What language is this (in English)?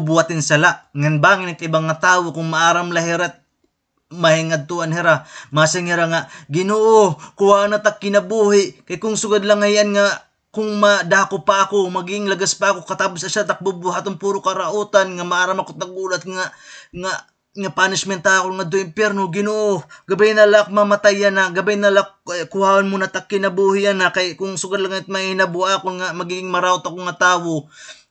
Waray